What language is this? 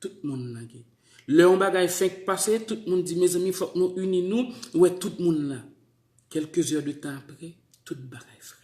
Haitian Creole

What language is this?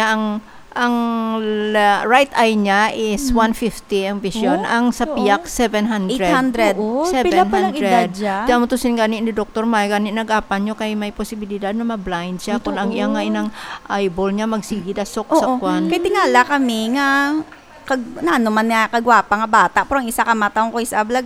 Hiligaynon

